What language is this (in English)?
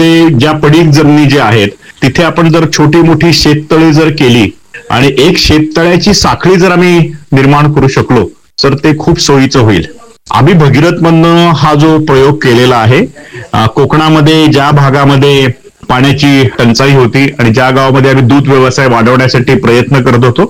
Marathi